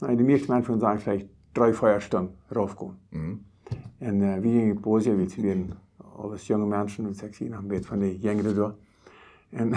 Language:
Plautdietsch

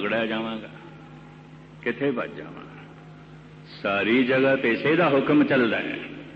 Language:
Punjabi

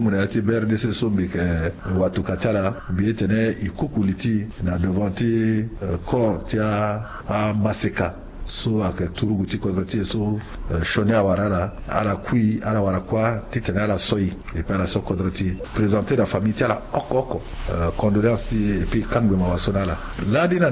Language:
Sango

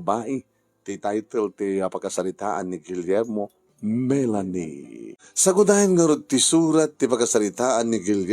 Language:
Iloko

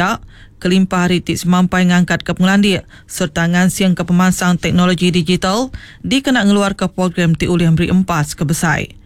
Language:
Iban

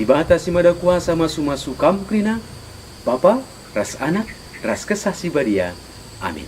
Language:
Batak Karo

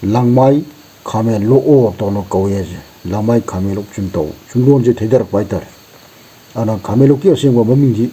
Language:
Manipuri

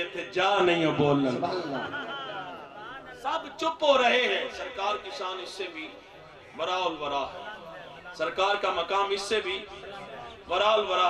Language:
Urdu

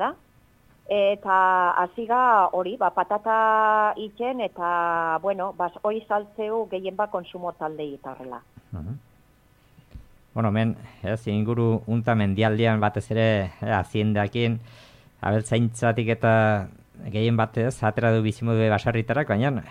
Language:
Basque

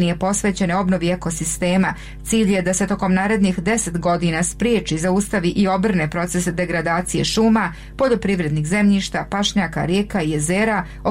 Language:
Bosnian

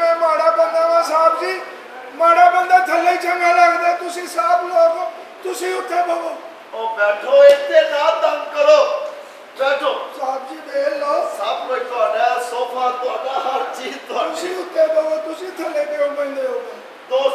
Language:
Punjabi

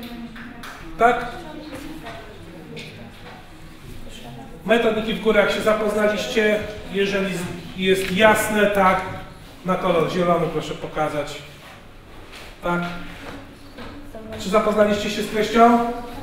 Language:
Polish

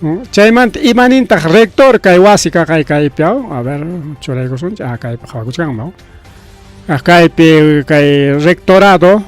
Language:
Ayacucho Quechua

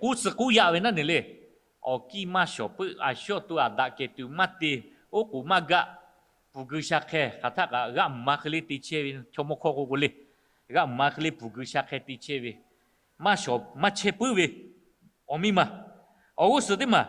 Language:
Lahu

